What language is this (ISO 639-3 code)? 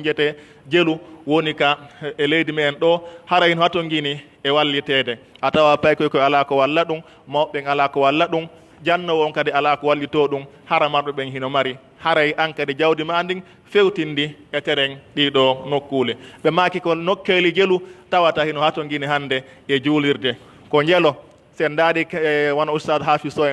fuf